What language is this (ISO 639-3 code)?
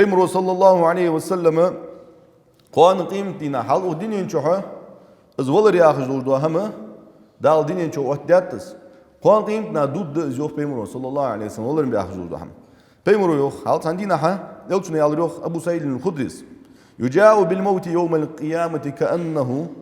inh